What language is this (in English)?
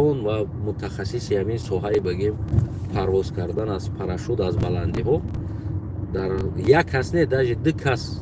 Tajik